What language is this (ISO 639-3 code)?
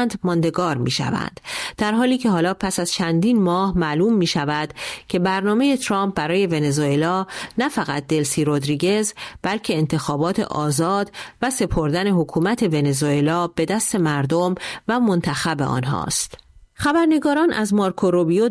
fas